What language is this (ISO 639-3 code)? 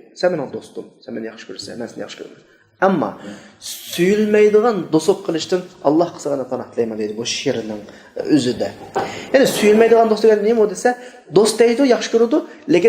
uig